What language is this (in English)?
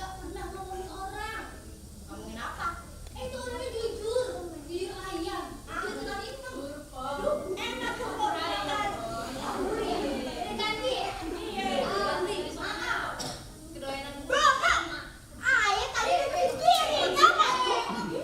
Betawi